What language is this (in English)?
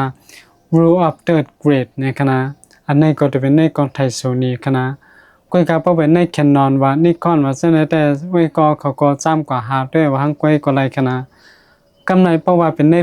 Shan